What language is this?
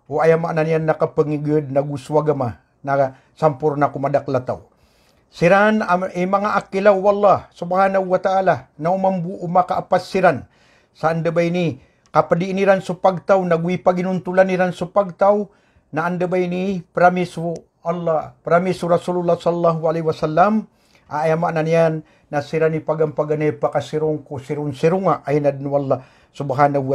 Maranao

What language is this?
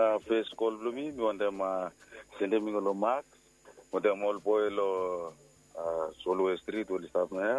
Bislama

